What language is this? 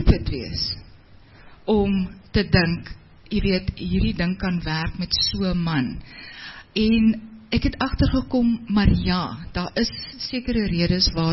Afrikaans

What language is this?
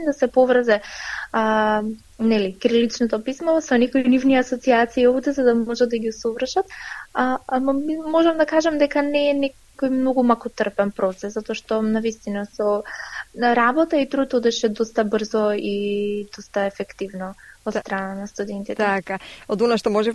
Macedonian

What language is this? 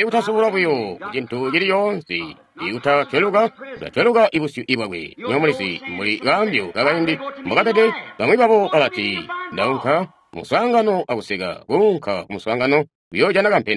Tonga (Zambia)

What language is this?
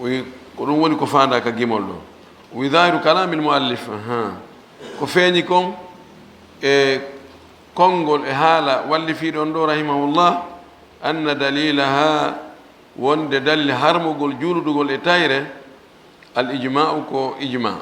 Fula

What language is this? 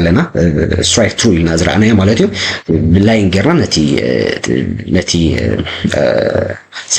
Tigrinya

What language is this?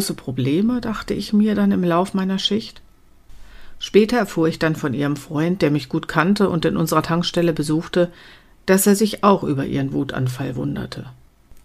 German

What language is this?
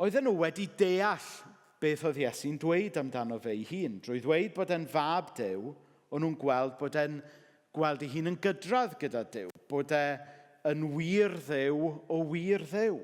Welsh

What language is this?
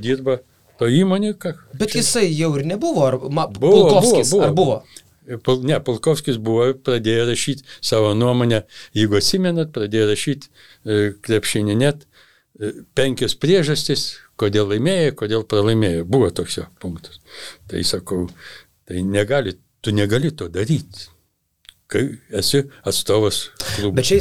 Lithuanian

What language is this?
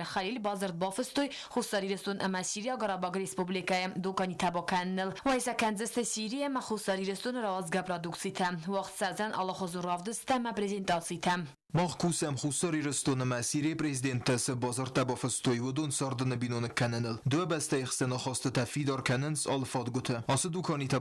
Ossetic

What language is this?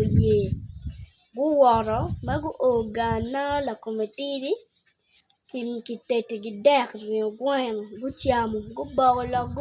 Acoli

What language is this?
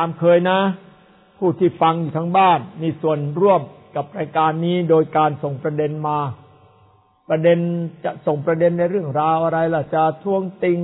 Thai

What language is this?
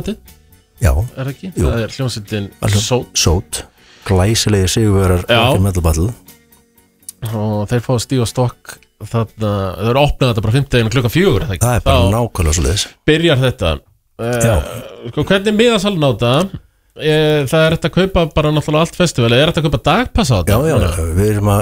Icelandic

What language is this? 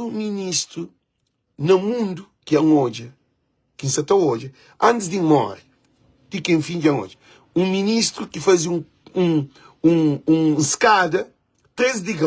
Kabuverdianu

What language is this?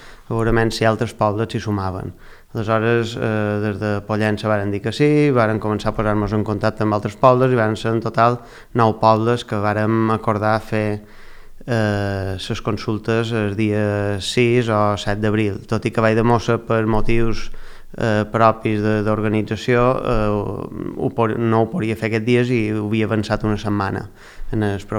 Catalan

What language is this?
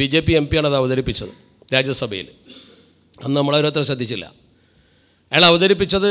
Malayalam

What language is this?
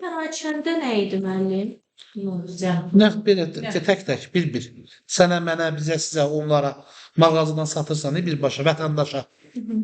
Azerbaijani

